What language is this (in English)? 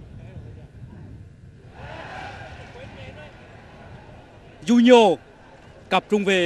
Vietnamese